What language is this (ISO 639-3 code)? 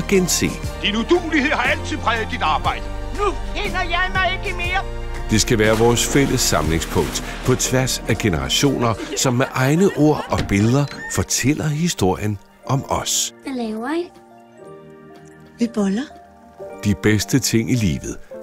dan